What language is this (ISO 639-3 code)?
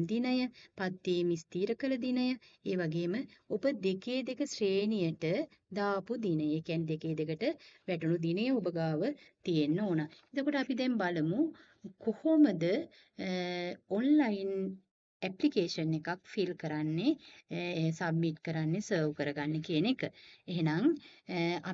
sin